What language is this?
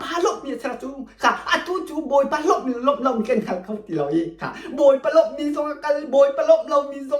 Hakha Chin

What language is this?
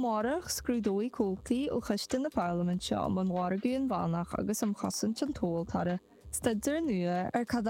Irish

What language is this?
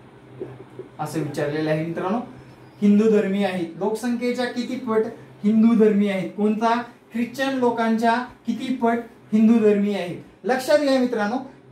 Marathi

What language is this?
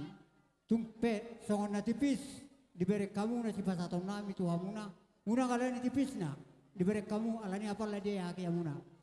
Batak Toba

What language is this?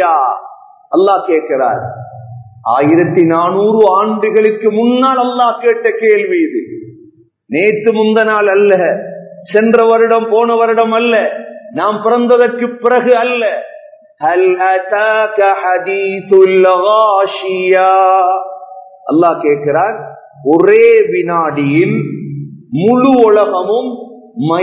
Tamil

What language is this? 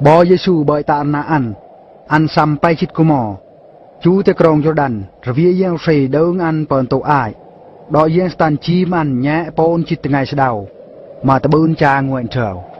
Eastern Bru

